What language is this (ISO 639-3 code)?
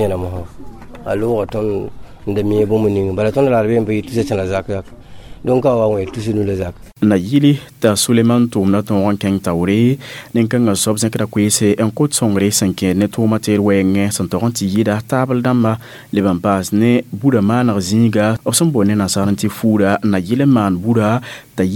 mos